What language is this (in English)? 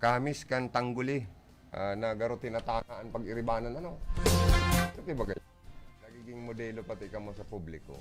Bikol